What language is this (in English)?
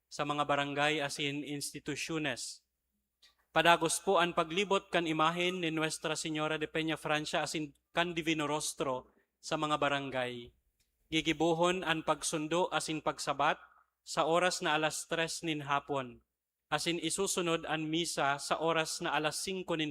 Bikol